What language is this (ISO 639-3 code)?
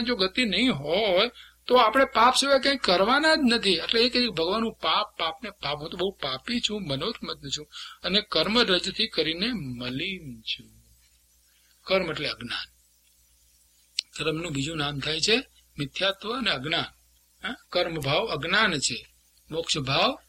guj